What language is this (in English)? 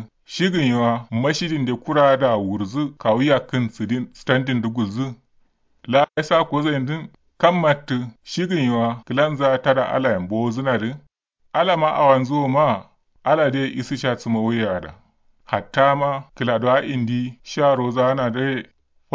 Kanuri